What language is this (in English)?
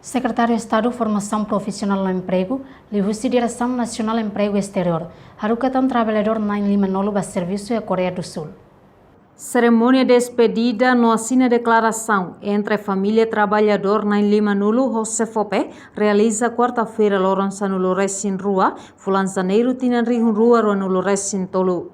Tetum